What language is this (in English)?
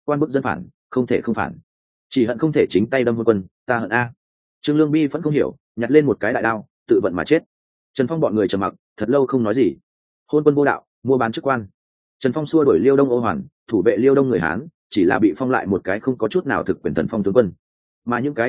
Vietnamese